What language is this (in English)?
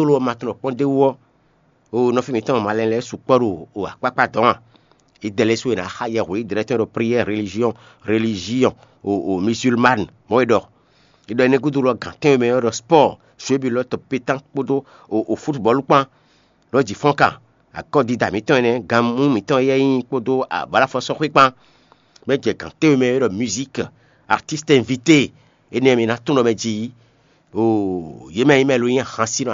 Fon